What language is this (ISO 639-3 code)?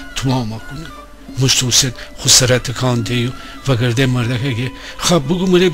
glk